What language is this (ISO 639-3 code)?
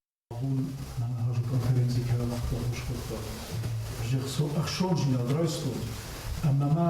oss